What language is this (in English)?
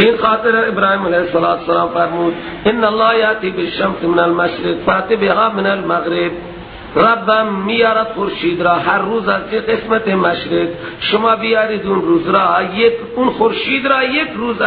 Persian